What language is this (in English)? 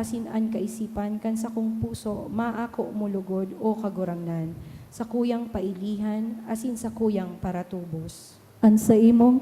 Bikol